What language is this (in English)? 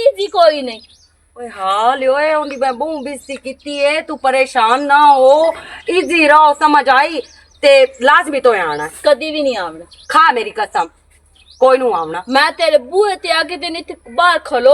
Western Panjabi